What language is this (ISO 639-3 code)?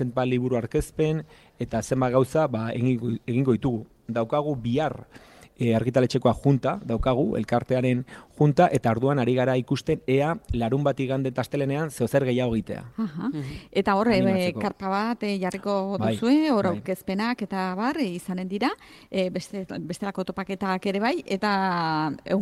eus